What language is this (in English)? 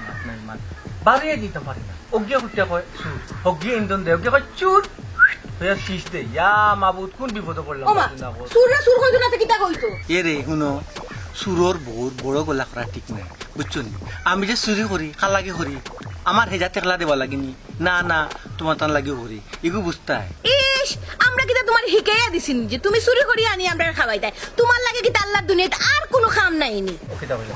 Sylheti